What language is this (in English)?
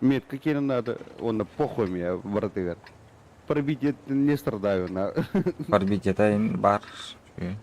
Yakut